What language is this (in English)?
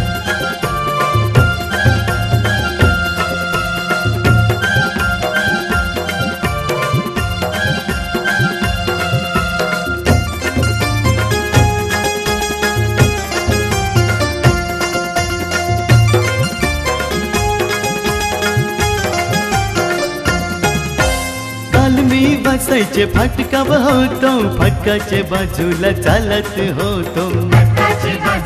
Marathi